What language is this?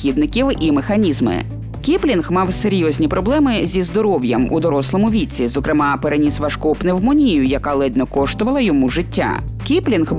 Ukrainian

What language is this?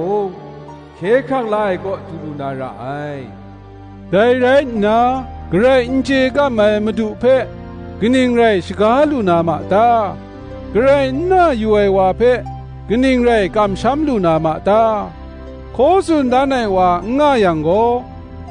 Kachin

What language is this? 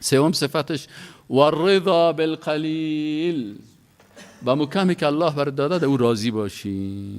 Persian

